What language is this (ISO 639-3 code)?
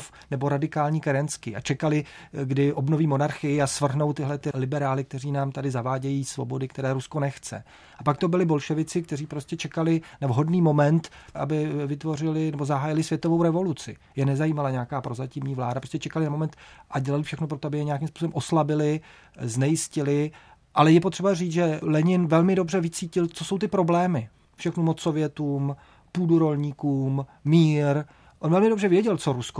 ces